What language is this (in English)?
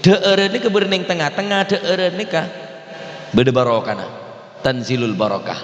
Madurese